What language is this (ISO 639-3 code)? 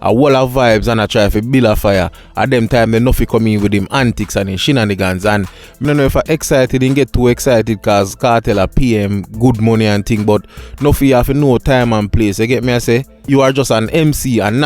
jam